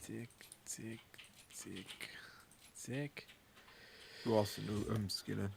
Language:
Luxembourgish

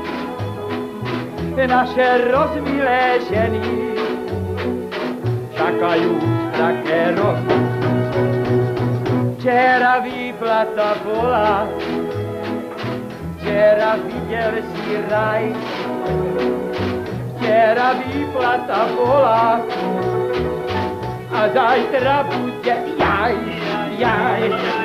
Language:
Slovak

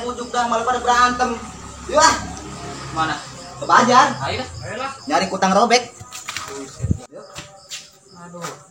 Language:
Betawi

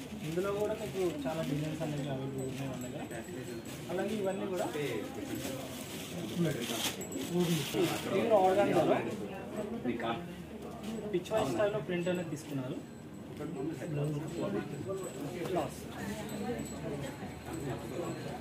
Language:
Telugu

